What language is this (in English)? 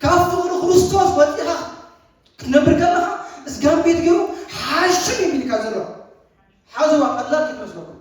Tigrinya